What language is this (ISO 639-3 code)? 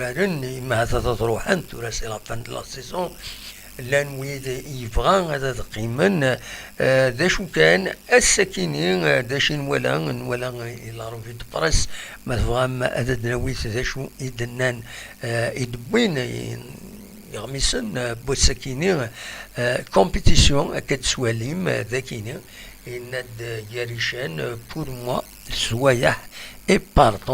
kab